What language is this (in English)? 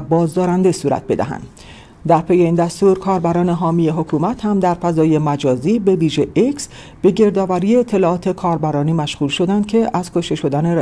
Persian